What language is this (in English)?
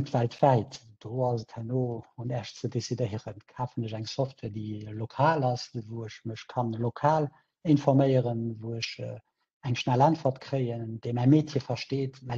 Luxembourgish